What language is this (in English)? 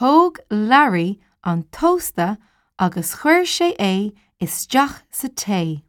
Irish